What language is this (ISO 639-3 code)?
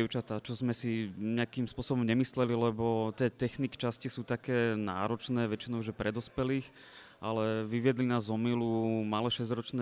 slk